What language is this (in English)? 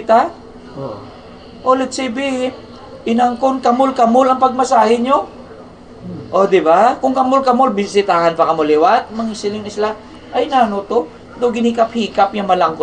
Hiligaynon